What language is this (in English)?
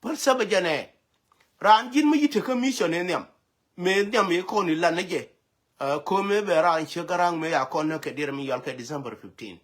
Nuer